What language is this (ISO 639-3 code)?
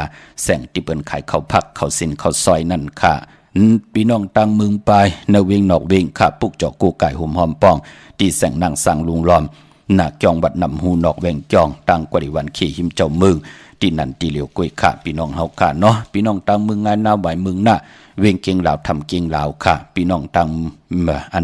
shn